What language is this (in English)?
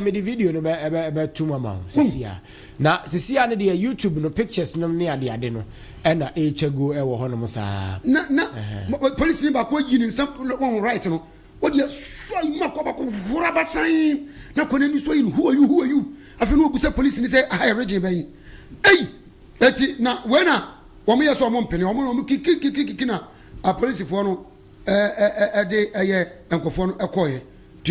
Akan